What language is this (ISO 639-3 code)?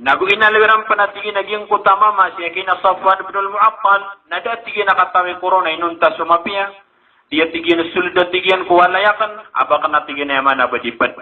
mrw